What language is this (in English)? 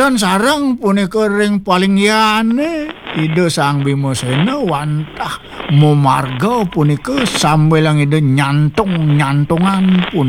Balinese